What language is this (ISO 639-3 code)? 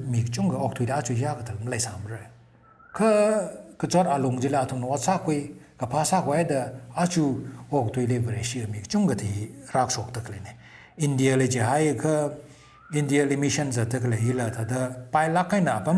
nmf